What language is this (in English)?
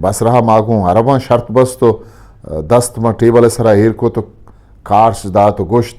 Eastern Balochi